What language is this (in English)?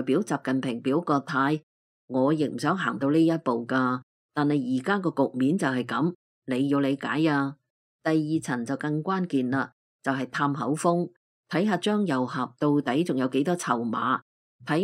Cantonese